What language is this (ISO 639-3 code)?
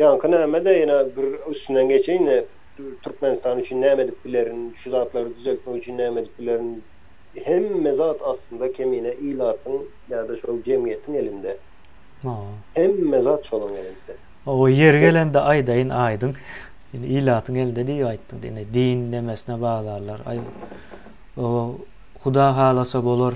tuk